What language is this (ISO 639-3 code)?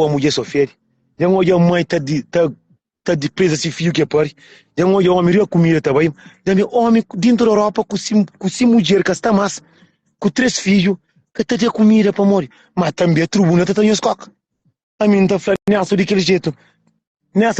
kea